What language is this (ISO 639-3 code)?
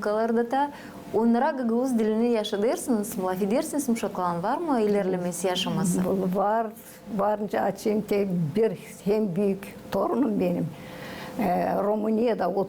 gag